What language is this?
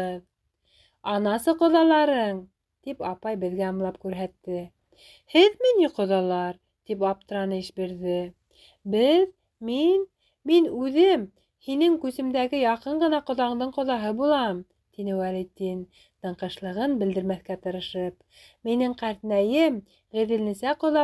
Bashkir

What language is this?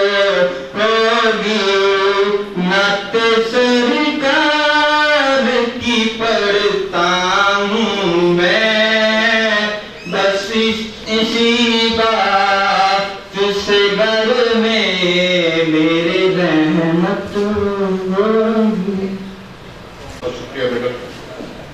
Urdu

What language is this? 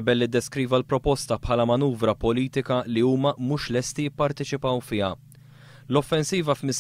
Maltese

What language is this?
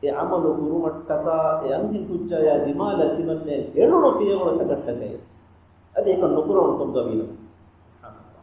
Divehi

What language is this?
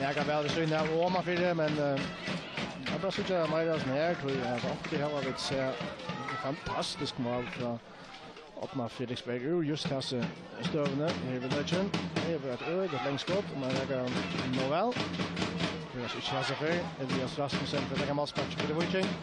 Faroese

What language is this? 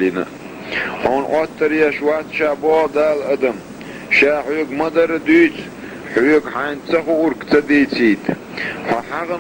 Chechen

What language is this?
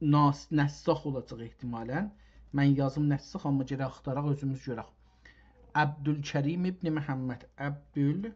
South Azerbaijani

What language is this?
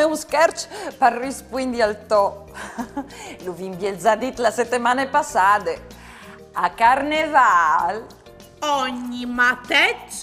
Friulian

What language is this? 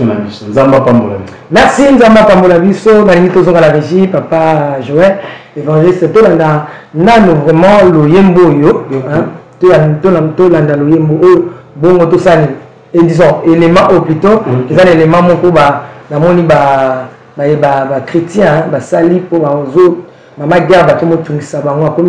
Lingala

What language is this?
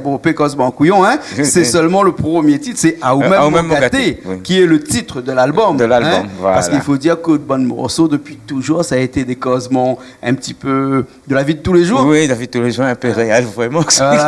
Réunion Creole French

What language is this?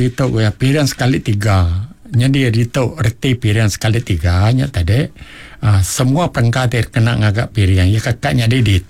Iban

